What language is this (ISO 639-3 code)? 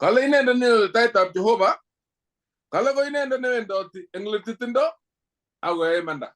kln